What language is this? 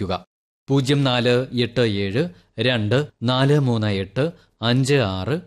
Malayalam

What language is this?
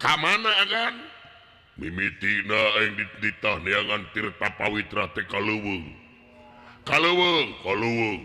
Sundanese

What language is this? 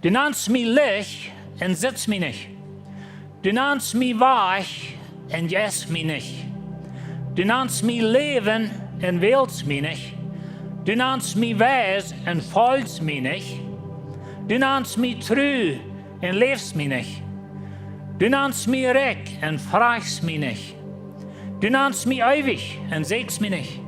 Plautdietsch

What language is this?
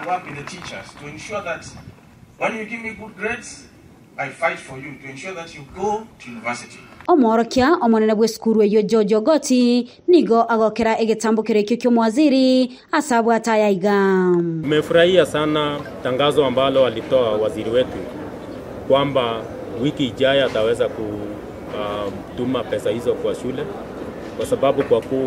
Gusii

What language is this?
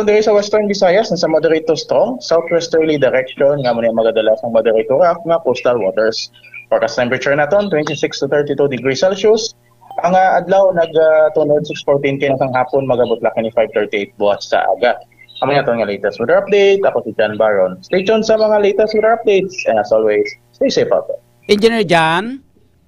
Hiligaynon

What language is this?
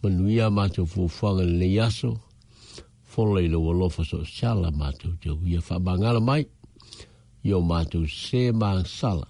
Samoan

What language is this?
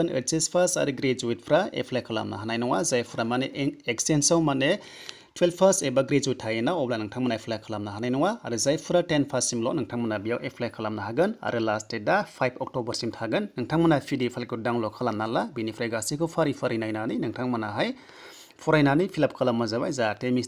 Bodo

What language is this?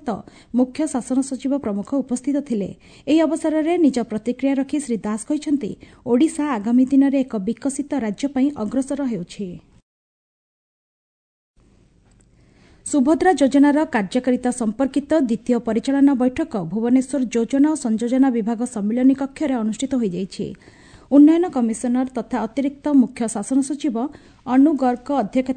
Odia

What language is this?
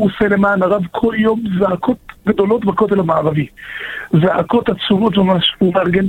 Hebrew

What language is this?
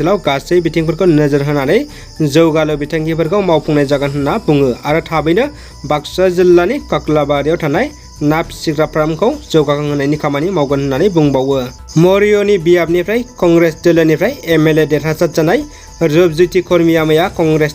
Bodo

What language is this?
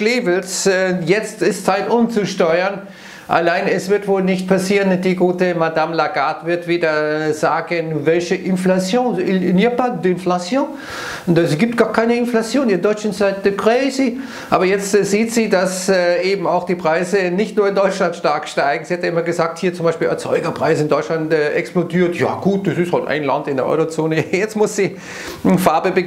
German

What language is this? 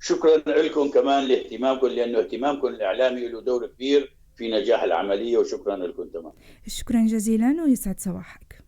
North Levantine Arabic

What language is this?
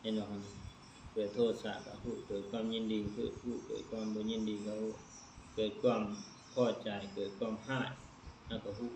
Lao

